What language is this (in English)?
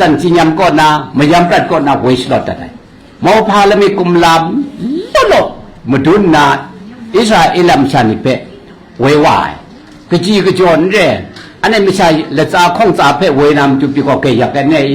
Kachin